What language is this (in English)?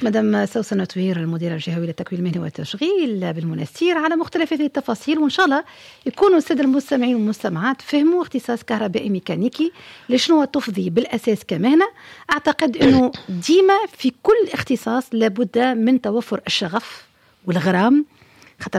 Tunisian Arabic